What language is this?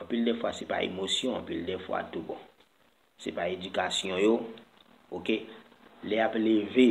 Haitian Creole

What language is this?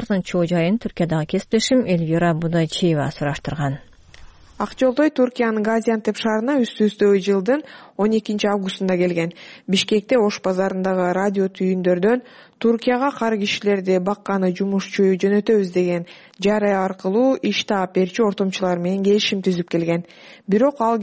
Kyrgyz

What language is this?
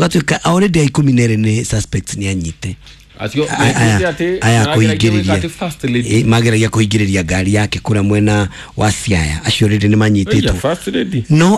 Kikuyu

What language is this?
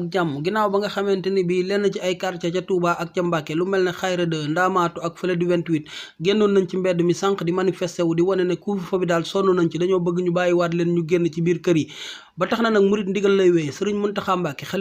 Wolof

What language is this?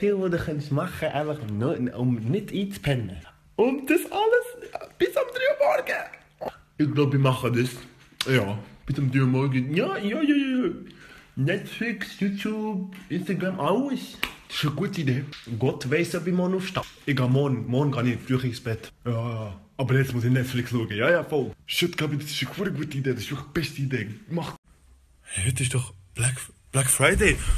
Swiss German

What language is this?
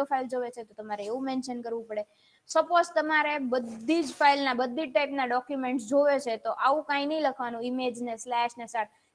Gujarati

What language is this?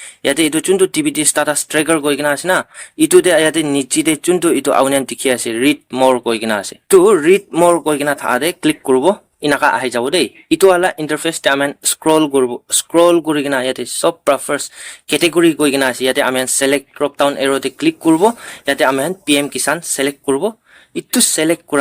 Naga Pidgin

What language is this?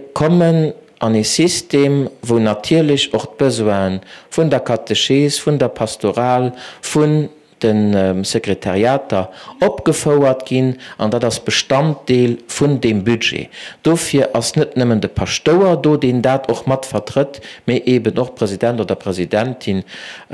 Luxembourgish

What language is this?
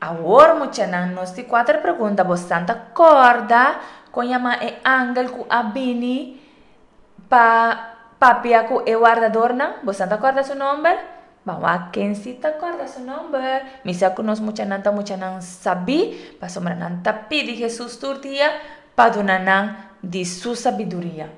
Papiamento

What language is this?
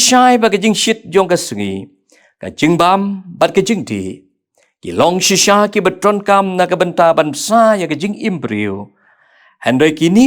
Khasi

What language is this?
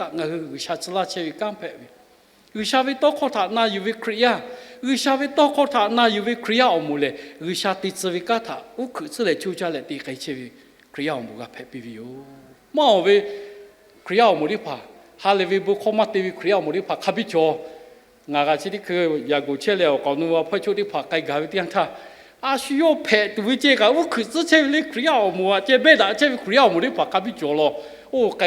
Lahu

